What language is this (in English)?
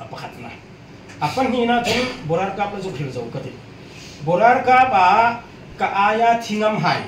Hmar